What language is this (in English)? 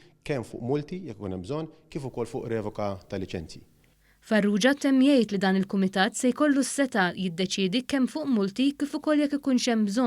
Maltese